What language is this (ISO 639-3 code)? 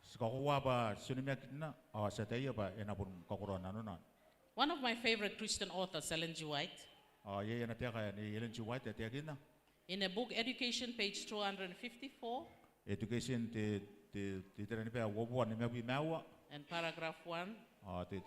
gil